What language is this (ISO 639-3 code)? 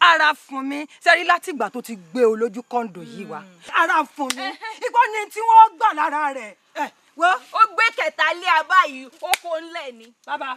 yor